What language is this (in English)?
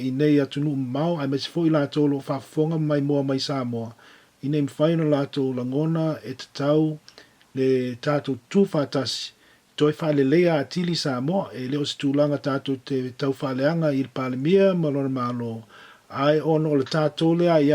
Samoan